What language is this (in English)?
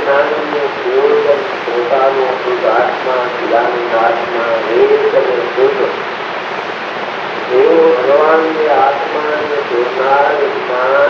Gujarati